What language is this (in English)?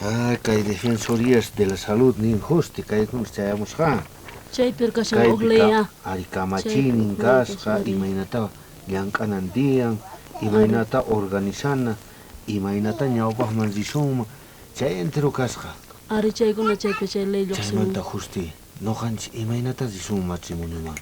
South Bolivian Quechua